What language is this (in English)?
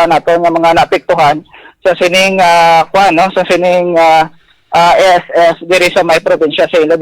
Hiligaynon